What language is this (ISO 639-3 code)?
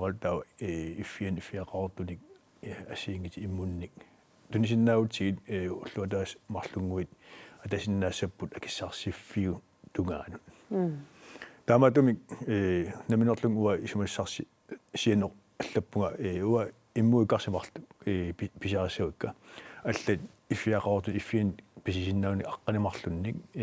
kal